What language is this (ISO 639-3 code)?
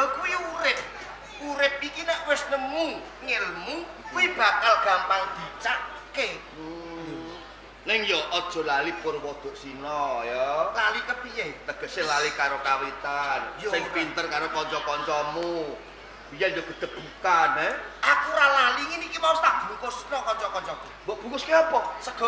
jav